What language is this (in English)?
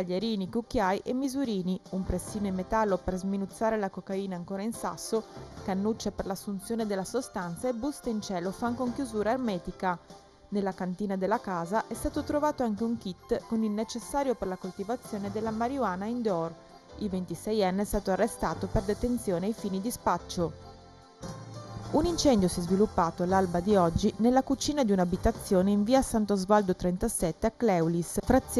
Italian